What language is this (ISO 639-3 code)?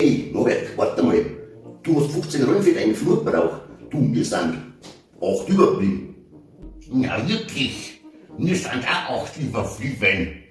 bar